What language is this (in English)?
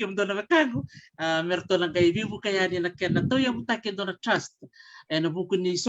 Fijian